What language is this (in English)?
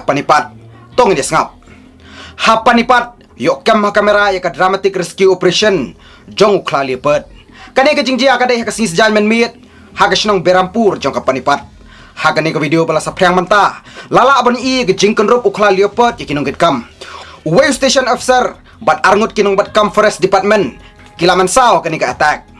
Khasi